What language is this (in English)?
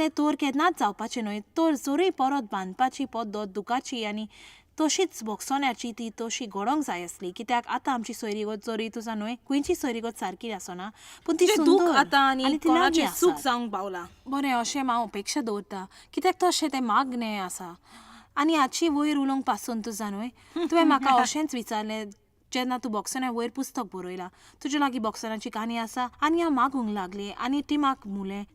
Konkani